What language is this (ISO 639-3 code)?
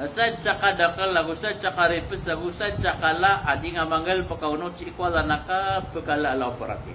mrw